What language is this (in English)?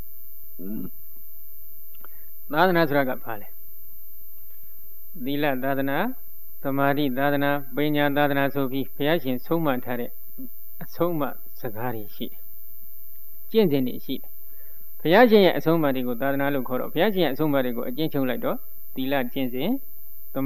Burmese